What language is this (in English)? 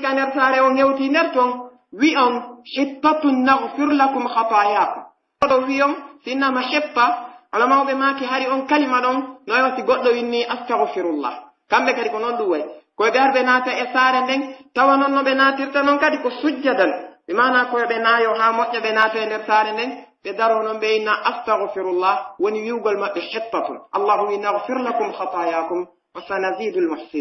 Pular